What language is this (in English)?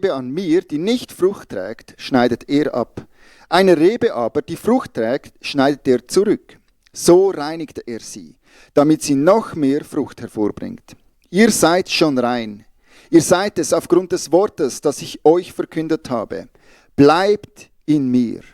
Swiss German